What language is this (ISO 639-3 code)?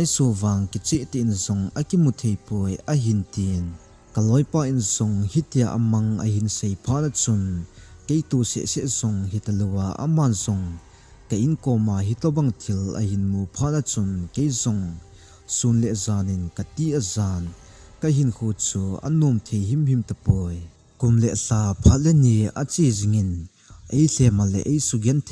tcz